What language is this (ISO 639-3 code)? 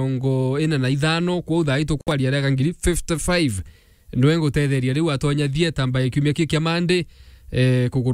mer